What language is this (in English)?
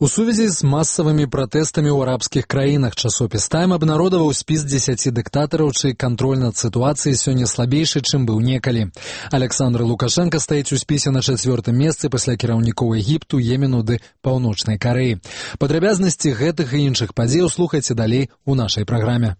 Belarusian